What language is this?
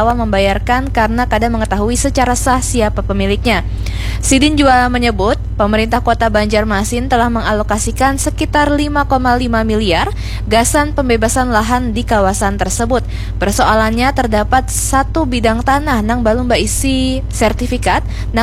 Banjar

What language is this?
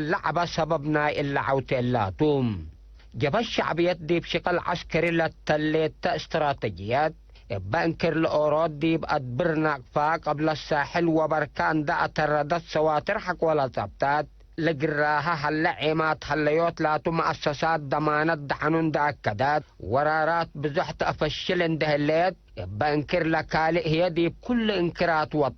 Tigre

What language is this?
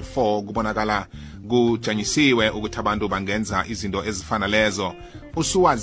South Ndebele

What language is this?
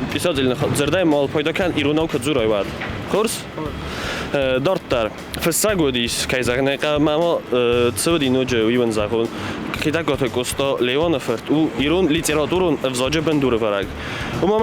Ossetic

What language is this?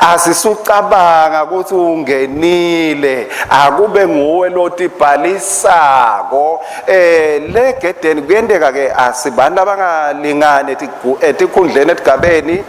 Swati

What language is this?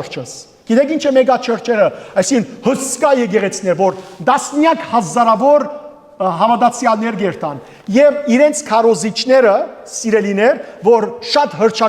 Western Armenian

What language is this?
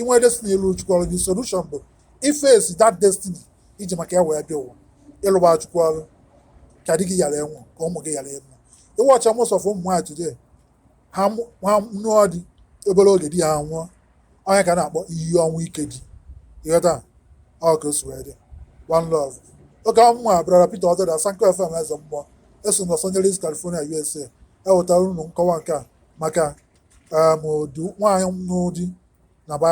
Igbo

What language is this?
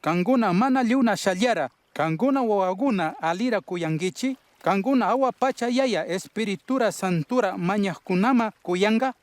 Chimborazo Highland Quichua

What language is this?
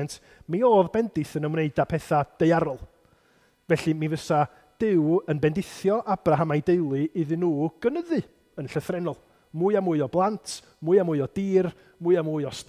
Welsh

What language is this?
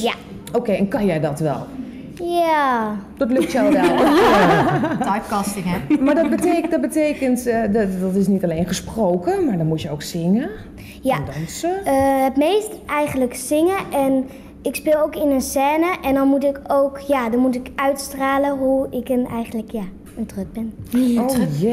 Dutch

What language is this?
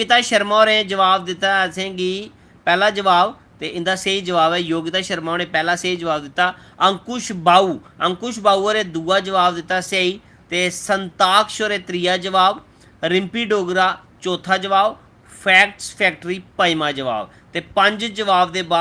Dogri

